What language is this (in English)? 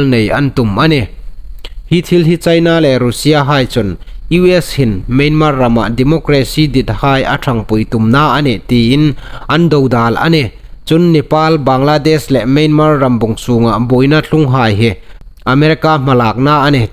Hmar